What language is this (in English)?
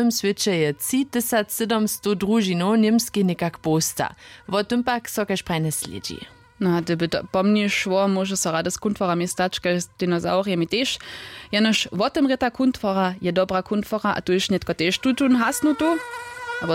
Upper Sorbian